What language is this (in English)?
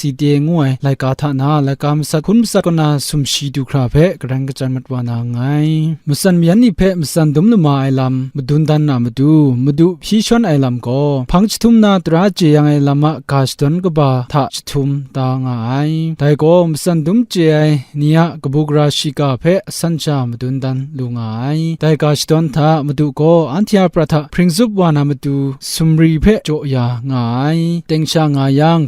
Kachin